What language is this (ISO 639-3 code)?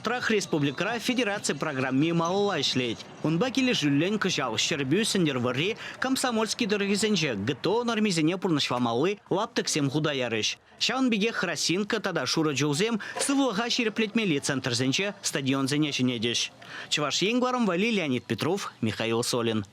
chv